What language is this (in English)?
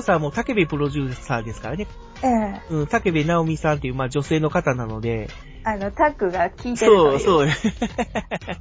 Japanese